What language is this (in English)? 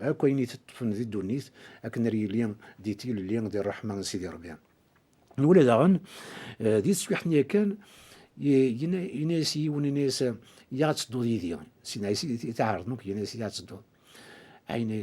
Kabyle